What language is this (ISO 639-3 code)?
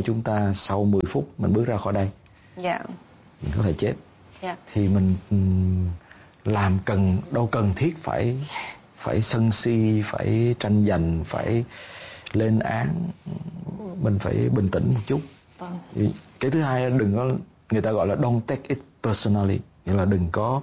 vie